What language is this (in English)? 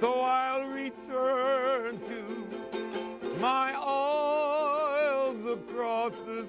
Hawaiian